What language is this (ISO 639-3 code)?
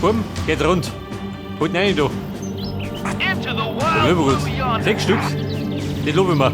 bar